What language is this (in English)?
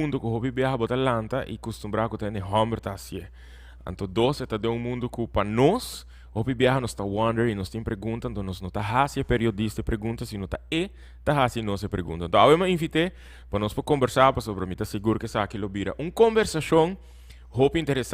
Papiamento